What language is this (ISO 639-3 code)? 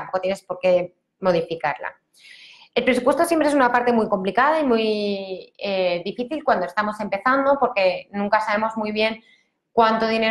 spa